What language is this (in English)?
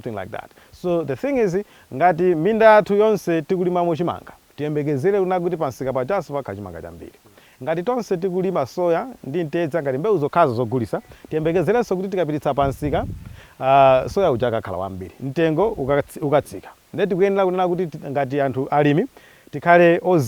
Nyanja